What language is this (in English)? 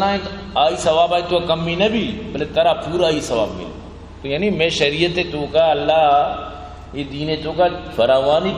Eastern Balochi